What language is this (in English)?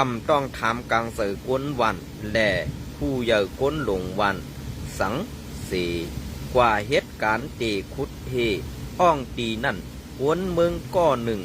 Shan